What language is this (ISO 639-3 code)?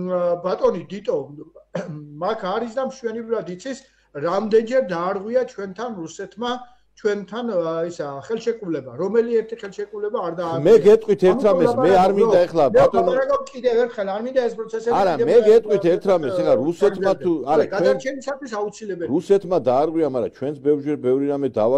kat